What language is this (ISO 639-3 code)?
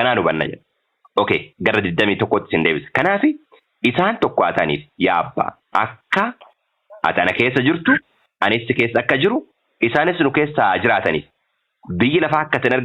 orm